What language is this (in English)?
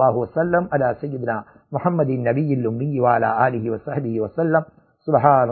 Tamil